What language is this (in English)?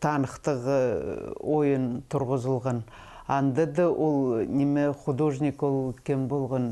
Khakas